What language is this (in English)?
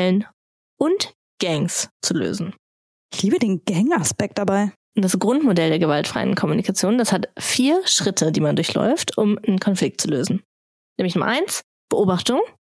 German